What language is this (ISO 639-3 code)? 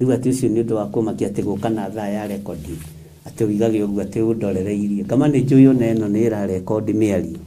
kik